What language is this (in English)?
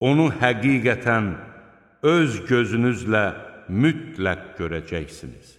Azerbaijani